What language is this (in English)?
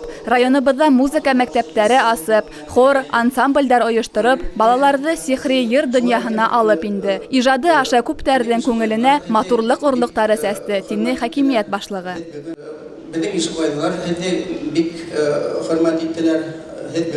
Bashkir